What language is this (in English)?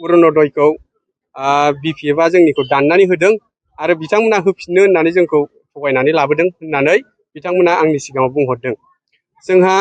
Bodo